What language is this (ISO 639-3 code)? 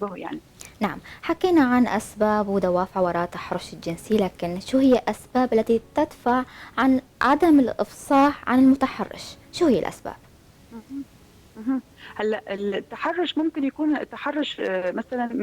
apc